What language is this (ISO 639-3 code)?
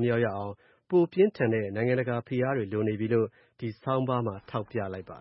mya